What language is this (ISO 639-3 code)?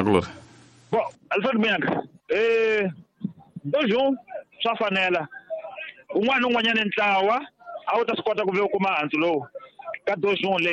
tso